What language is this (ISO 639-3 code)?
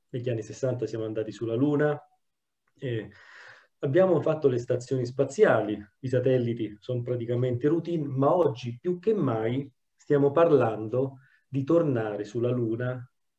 ita